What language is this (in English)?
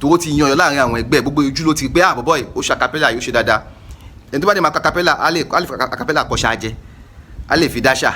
Yoruba